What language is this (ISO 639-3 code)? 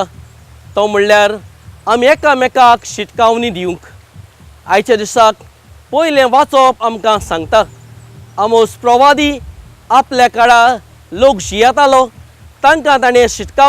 kok